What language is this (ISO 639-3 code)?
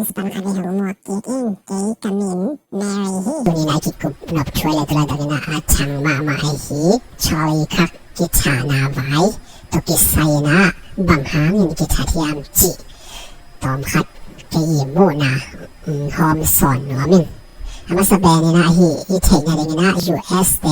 ctd